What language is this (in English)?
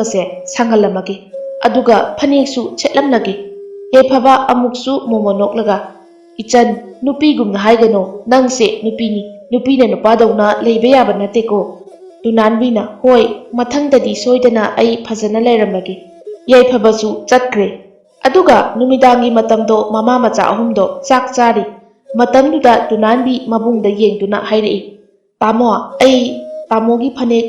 Manipuri